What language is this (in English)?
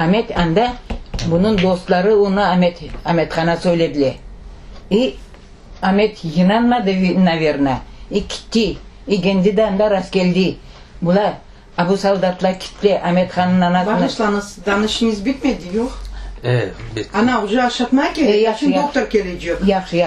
Crimean Tatar